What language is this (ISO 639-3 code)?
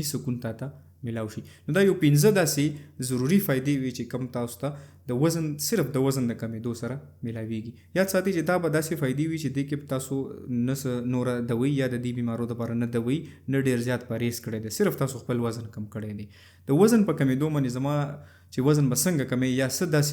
pus